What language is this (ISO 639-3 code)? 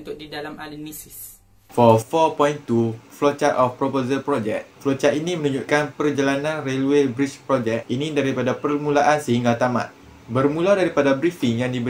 msa